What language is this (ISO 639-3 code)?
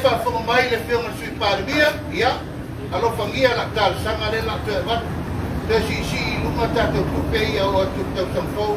smo